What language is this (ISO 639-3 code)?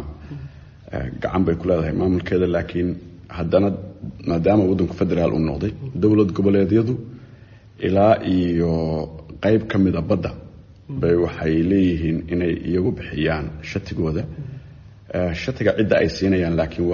som